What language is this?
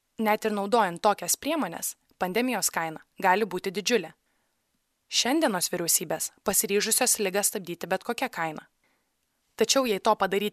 Lithuanian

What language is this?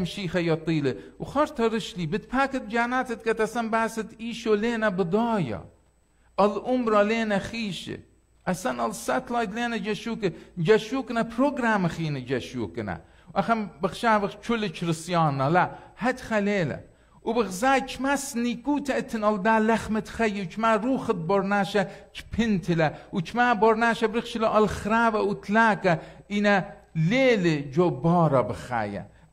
Assyrian Neo-Aramaic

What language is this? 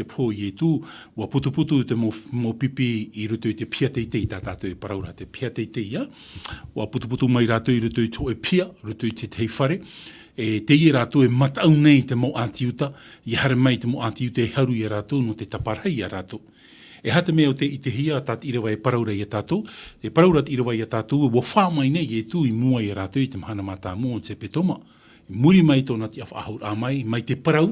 Tahitian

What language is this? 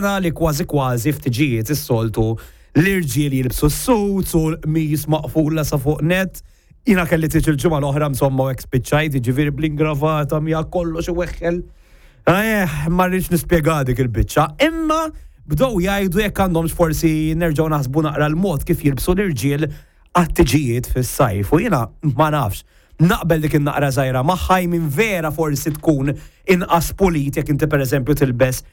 Maltese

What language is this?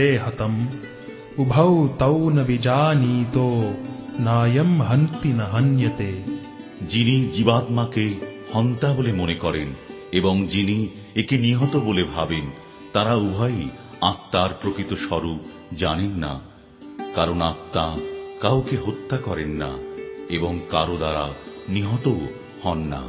Bangla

